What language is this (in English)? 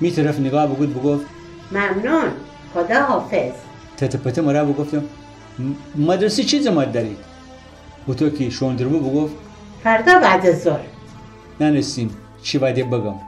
Gilaki